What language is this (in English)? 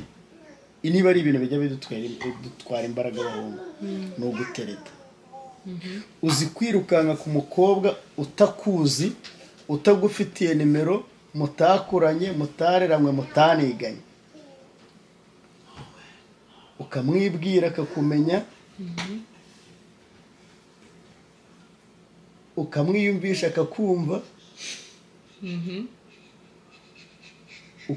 Kinyarwanda